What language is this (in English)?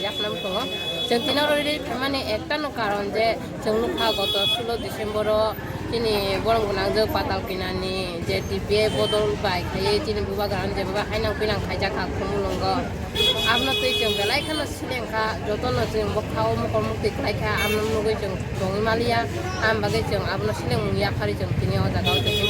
Kok Borok